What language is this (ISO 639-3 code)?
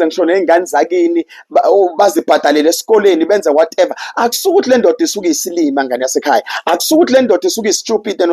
zul